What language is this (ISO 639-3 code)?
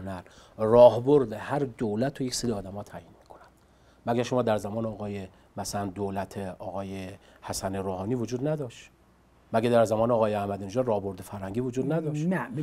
fas